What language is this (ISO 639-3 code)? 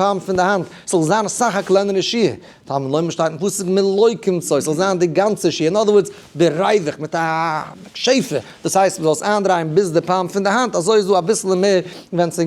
yid